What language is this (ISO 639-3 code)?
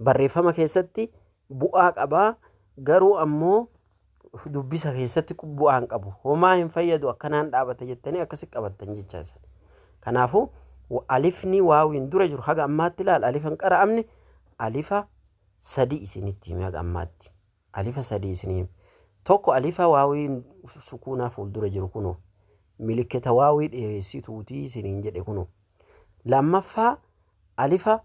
orm